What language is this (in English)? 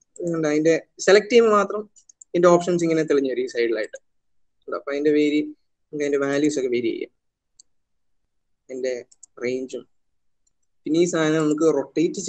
Malayalam